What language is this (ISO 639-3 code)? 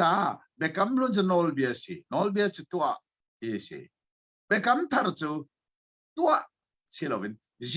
cnh